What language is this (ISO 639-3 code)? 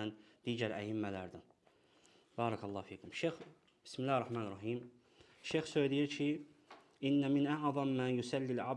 aze